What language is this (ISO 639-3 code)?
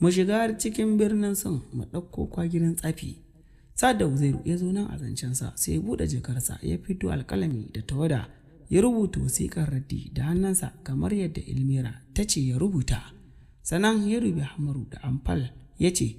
hau